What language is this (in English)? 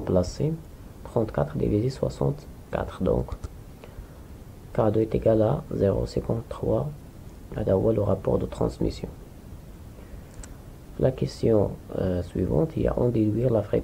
French